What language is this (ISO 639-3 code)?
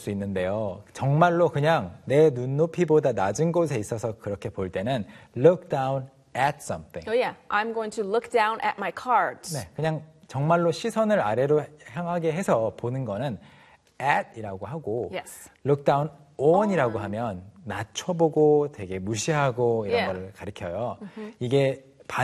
kor